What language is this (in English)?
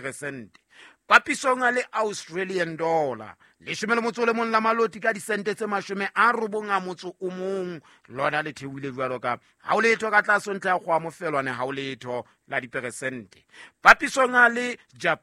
Southern Sotho